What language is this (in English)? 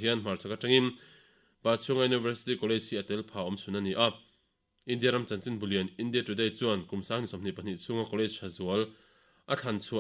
Mizo